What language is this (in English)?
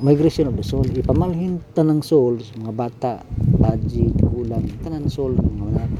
Cebuano